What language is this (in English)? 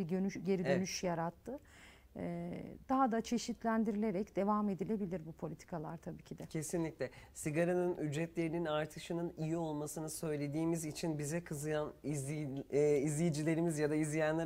Turkish